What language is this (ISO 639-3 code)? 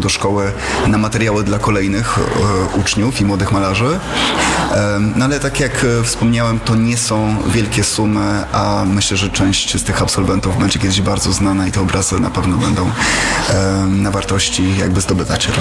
pol